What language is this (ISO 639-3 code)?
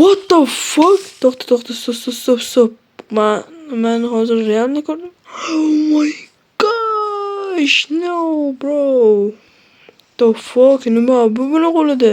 uzb